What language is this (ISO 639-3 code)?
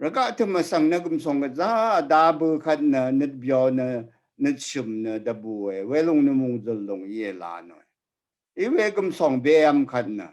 raw